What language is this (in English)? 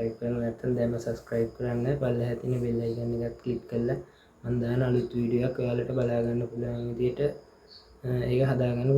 Sinhala